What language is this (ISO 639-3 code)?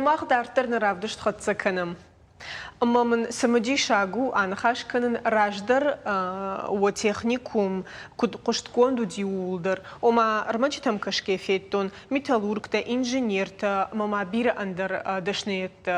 oss